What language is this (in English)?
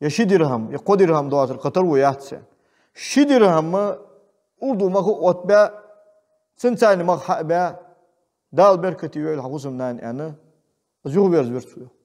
Ingush